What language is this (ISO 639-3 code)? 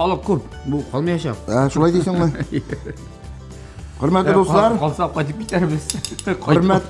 tat